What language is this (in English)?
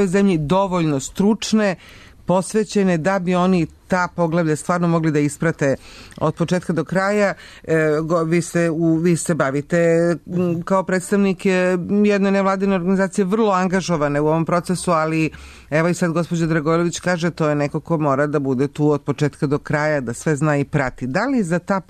Serbian